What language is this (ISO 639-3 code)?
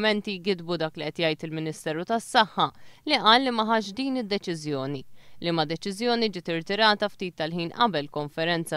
mlt